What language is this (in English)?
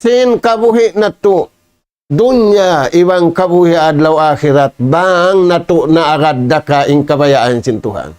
Tausug